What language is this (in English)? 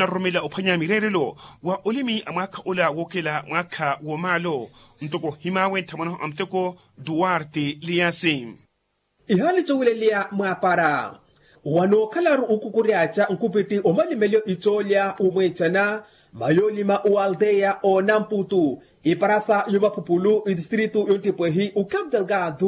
Makhuwa